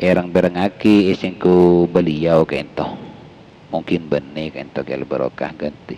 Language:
Madurese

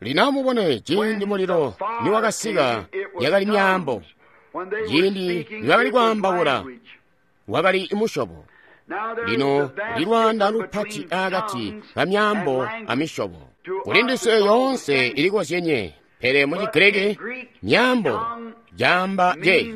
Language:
Tonga (Zambia)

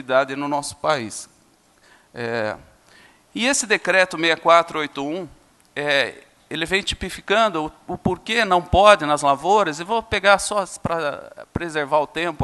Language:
Portuguese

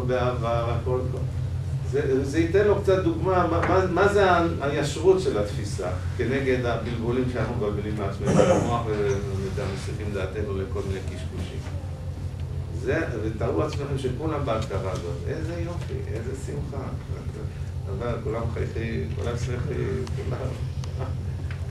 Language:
Hebrew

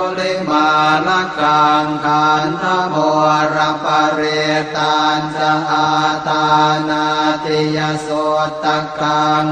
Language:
Pali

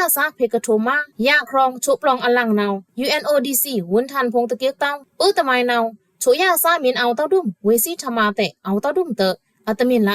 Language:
Pa'o Karen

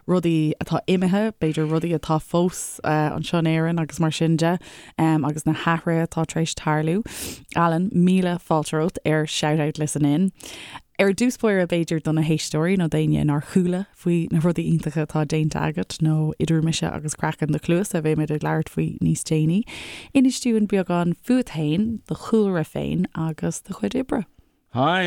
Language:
Irish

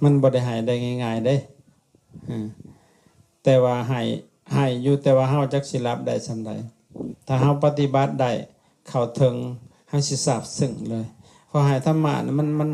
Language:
Lao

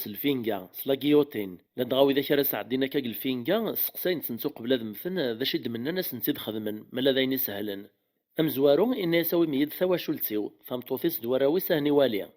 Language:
Kabyle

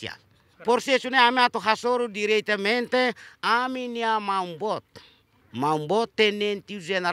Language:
Tetum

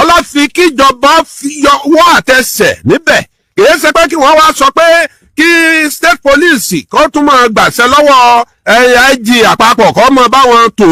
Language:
Yoruba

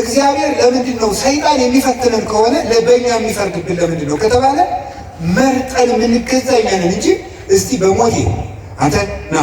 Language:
Amharic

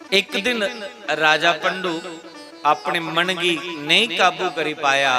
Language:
Dogri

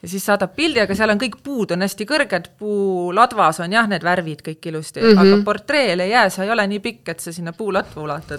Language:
Estonian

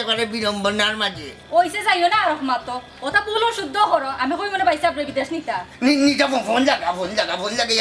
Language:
Sylheti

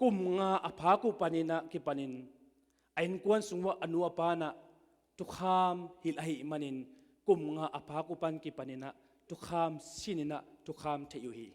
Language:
Tedim Chin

